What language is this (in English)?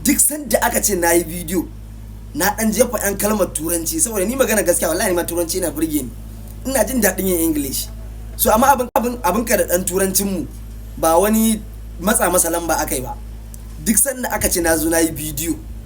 Hausa